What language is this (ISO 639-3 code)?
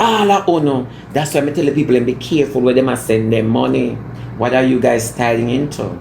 jam